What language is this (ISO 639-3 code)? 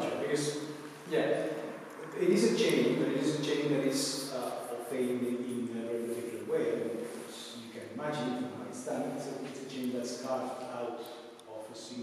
eng